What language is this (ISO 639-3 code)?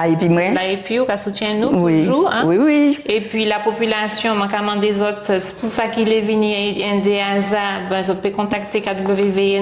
gcf